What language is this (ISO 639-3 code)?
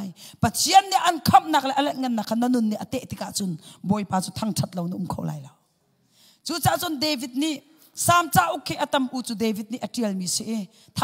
cnh